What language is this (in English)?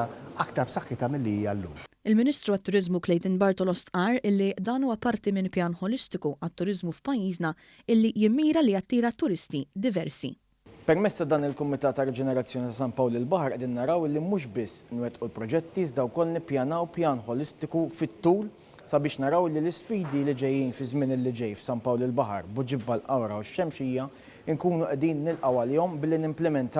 Maltese